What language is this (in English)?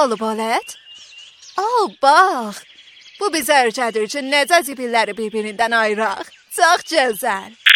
South Azerbaijani